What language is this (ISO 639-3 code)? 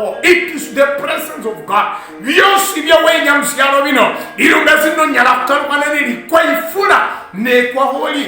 luy